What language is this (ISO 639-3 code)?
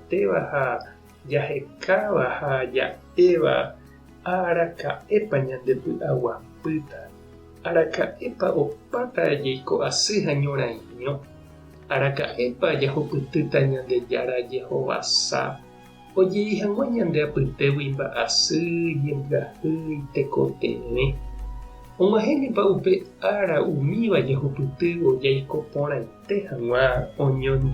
grn